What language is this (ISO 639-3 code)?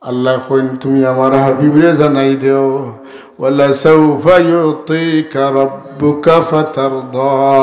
syl